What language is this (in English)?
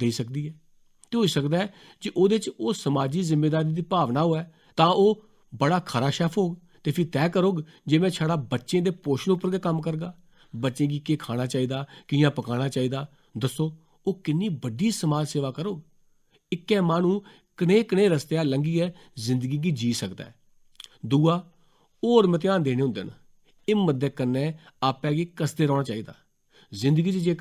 Dogri